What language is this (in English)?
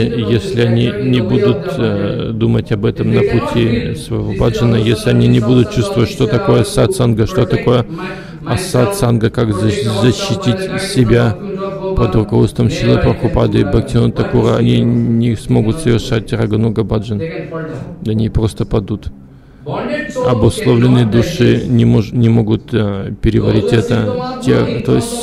Russian